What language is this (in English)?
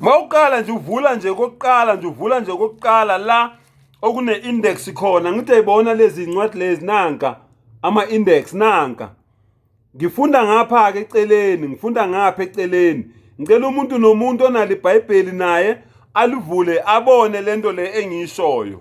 Zulu